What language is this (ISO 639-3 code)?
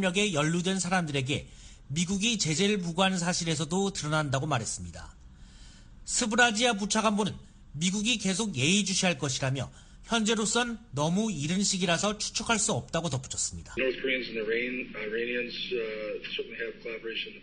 kor